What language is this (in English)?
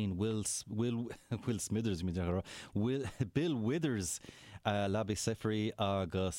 Irish